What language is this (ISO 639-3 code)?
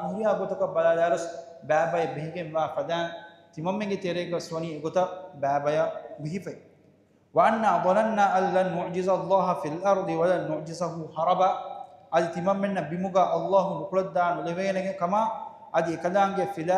div